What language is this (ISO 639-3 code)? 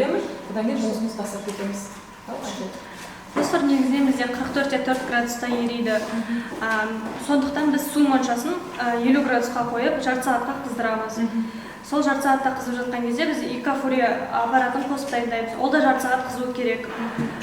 kaz